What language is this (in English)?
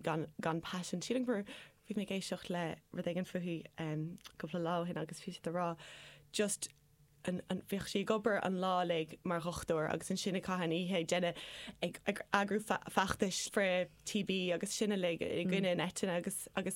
Irish